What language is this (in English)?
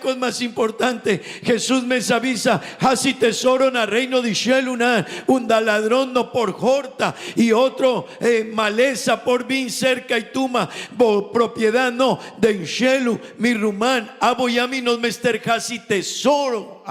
Papiamento